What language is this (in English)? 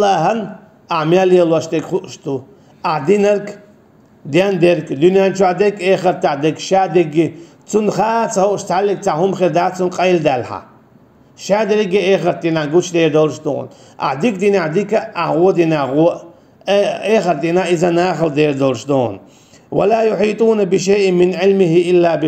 Chechen